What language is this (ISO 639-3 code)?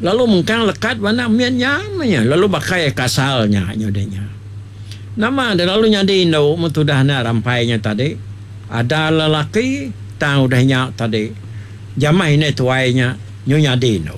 iba